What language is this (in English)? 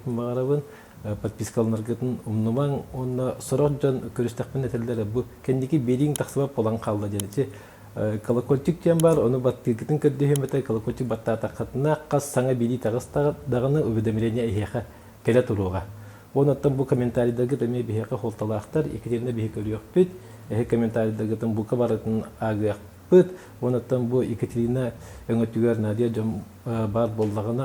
Yakut